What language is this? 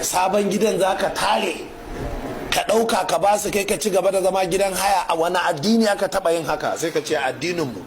Hausa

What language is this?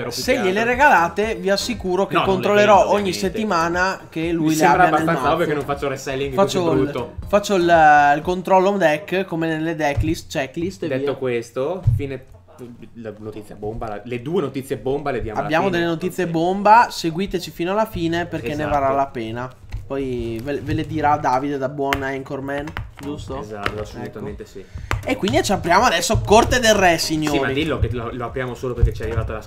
Italian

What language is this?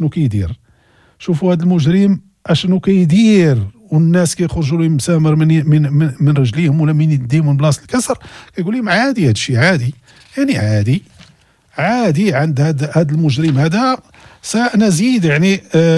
Moroccan Arabic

